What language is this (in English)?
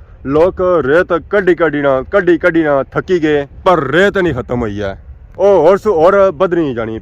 Pahari-Potwari